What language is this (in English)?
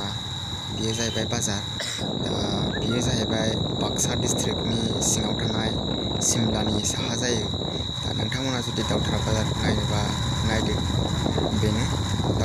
Bodo